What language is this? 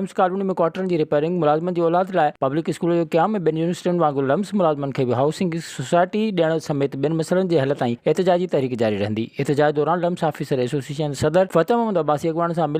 Sindhi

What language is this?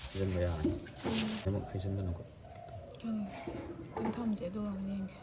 Manipuri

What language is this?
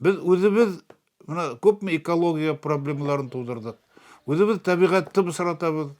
Bashkir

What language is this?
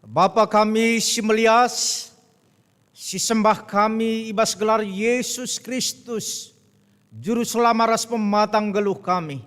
Batak Karo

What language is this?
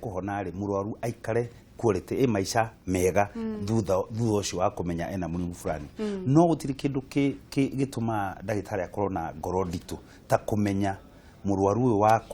Kikuyu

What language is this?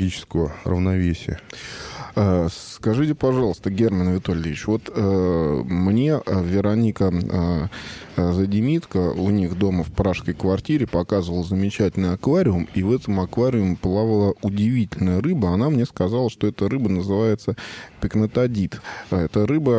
Russian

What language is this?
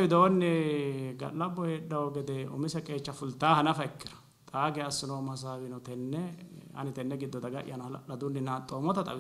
Sidamo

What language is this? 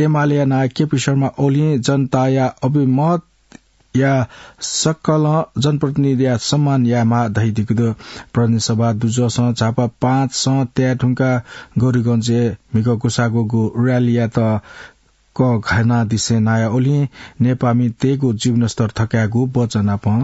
Newari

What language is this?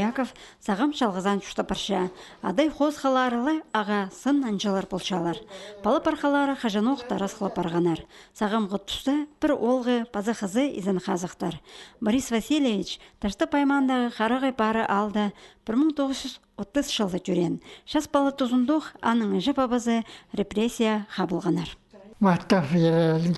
Khakas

